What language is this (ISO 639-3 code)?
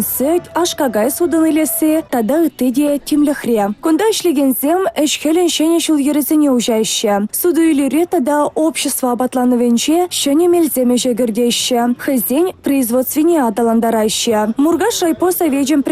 chv